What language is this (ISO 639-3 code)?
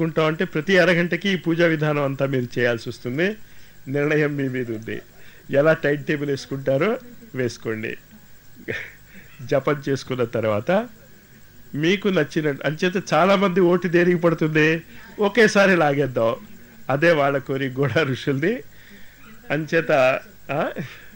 tel